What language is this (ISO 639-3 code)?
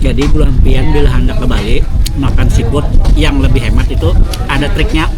bjn